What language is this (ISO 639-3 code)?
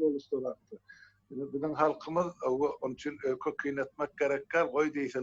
tuk